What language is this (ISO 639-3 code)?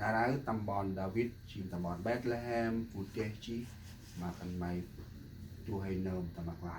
cmo